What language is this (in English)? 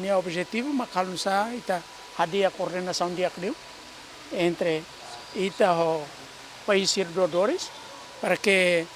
Tetum